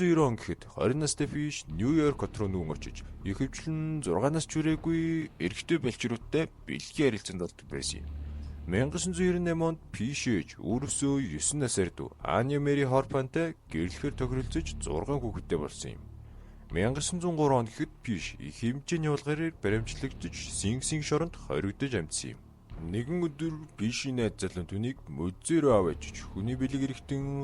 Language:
Mongolian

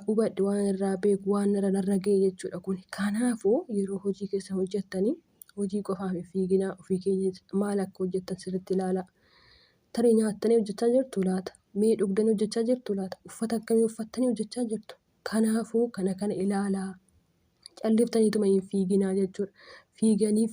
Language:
Oromo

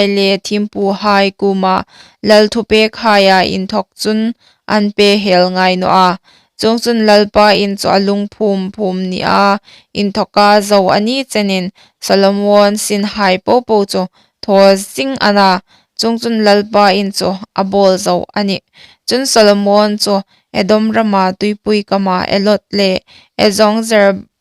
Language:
Hmar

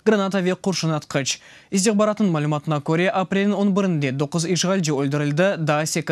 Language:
Crimean Tatar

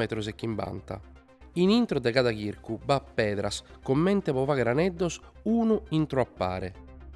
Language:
Sardinian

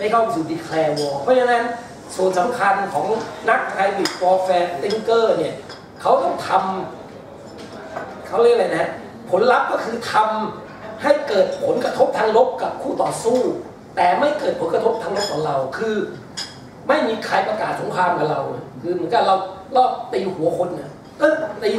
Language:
Thai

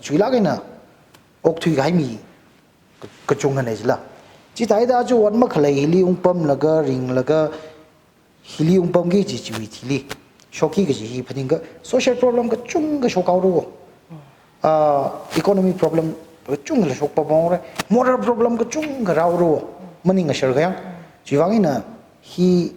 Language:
Tangkhul Naga (India)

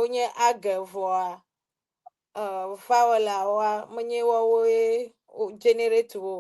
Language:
Ewe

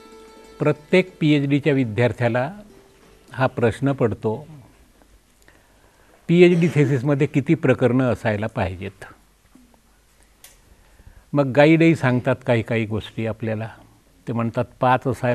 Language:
Marathi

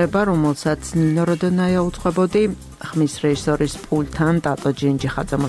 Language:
Georgian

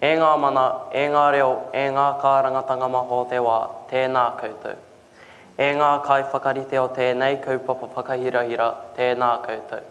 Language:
Māori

